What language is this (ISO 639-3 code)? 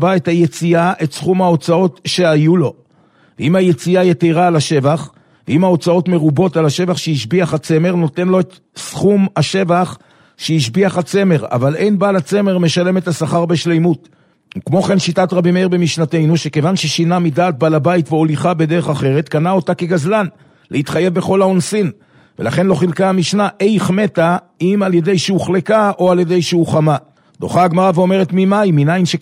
heb